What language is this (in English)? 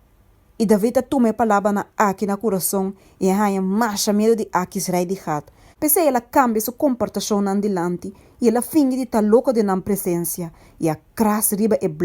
Papiamento